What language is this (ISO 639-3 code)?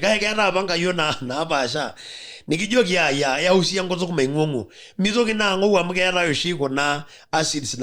mas